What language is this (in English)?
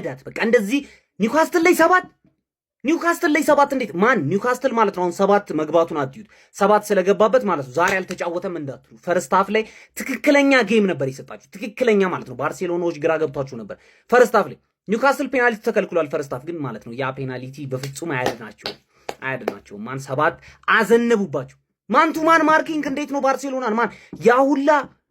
Amharic